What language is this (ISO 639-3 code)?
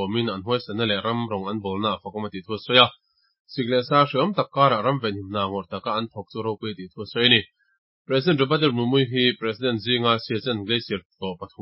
lus